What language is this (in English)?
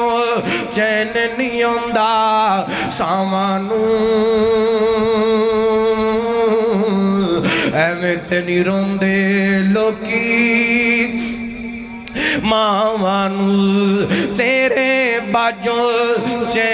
Western Panjabi